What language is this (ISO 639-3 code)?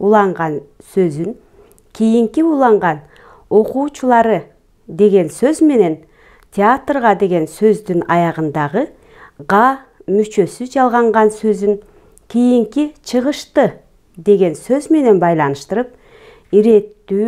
kir